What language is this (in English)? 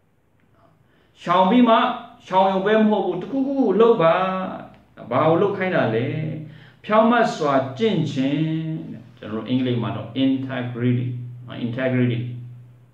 Burmese